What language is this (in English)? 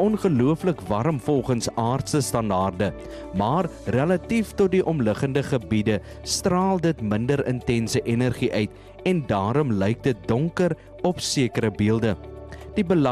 Afrikaans